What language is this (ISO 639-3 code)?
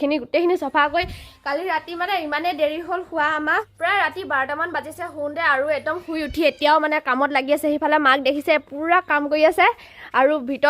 asm